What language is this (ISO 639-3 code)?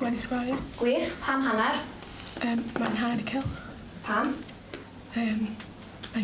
cym